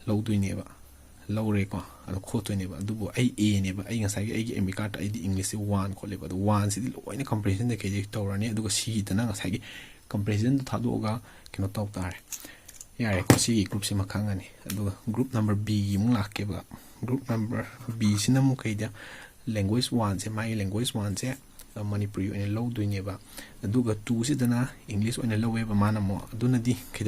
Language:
Manipuri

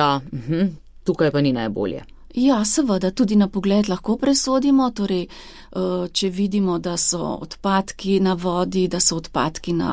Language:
Slovenian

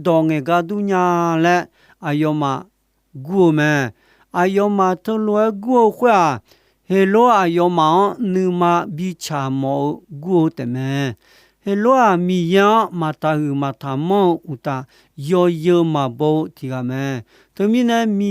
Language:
Akha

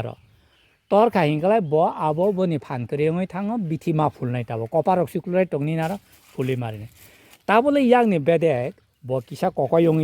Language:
Kok Borok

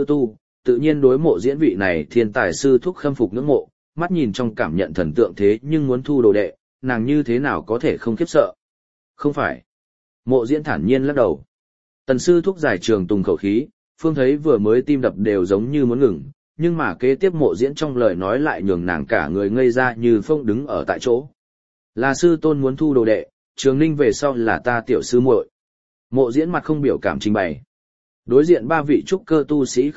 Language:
Vietnamese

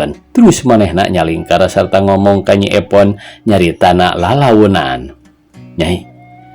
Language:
Sundanese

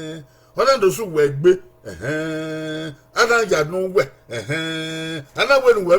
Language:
Bini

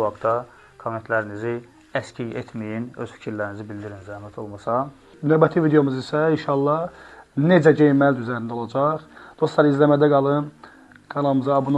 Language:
Azerbaijani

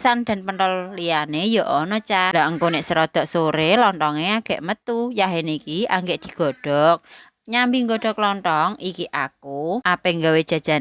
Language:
Javanese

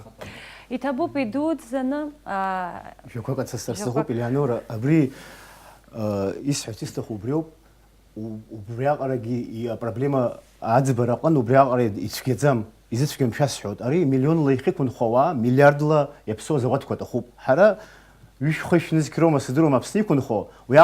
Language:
Abkhazian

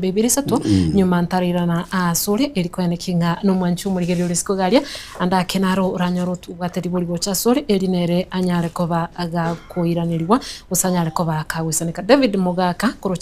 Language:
Gusii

